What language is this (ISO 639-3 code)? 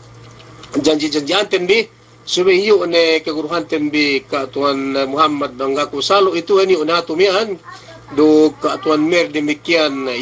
yka